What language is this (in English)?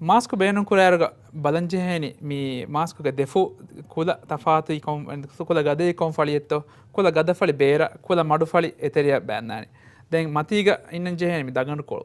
Divehi